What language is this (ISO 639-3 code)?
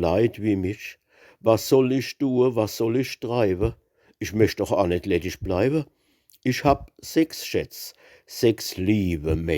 pfl